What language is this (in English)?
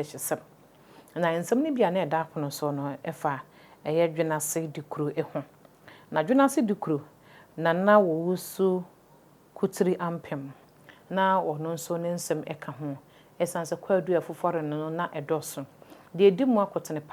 Akan